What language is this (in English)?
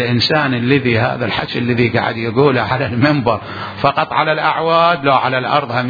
Mesopotamian Arabic